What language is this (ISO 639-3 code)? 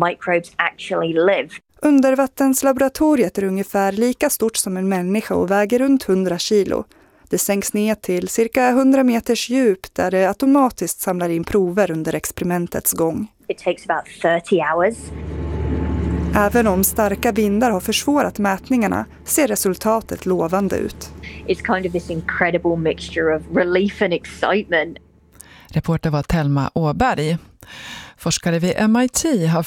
swe